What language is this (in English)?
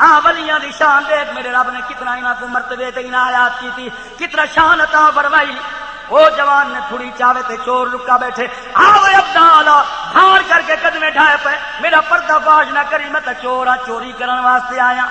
Saraiki